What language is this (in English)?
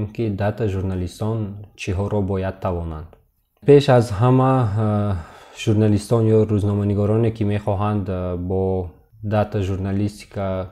Tajik